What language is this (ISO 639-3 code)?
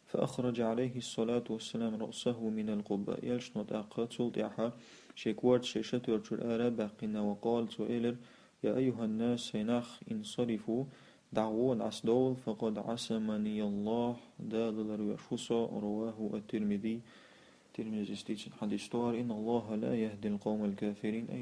che